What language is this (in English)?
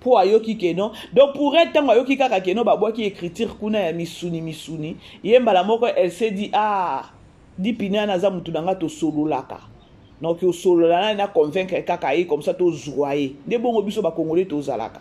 Lingala